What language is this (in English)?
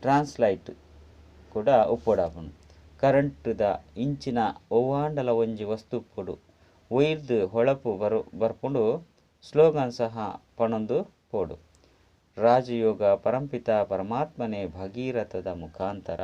Tulu